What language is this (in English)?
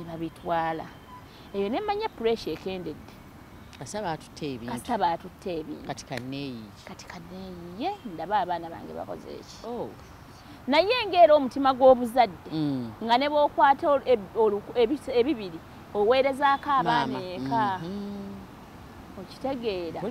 Ganda